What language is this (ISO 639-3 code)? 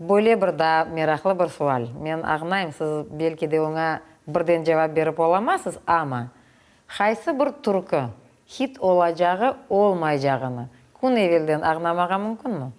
crh